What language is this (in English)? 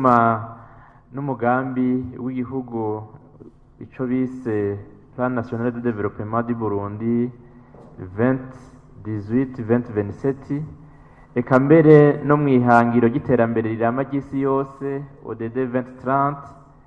Rundi